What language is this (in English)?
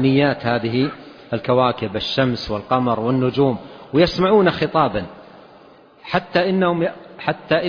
Arabic